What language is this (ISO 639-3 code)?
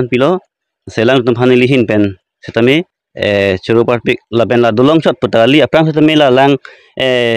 mjw